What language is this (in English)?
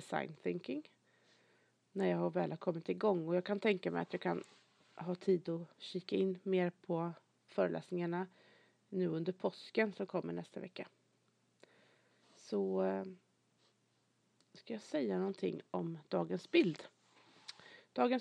Swedish